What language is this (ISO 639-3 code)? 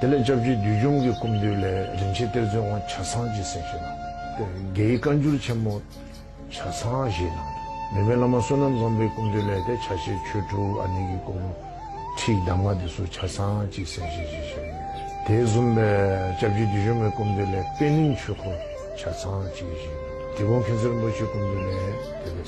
bod